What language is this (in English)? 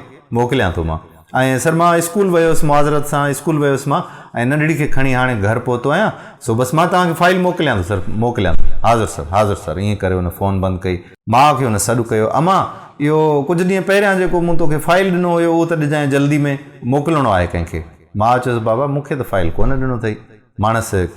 Sindhi